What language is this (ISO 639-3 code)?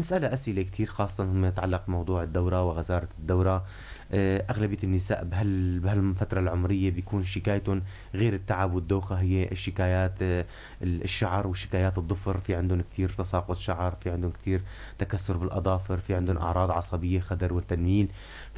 apc